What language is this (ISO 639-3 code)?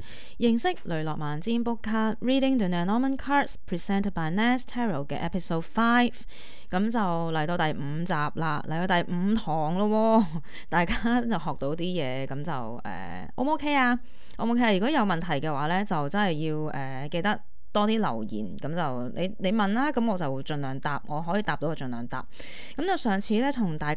yue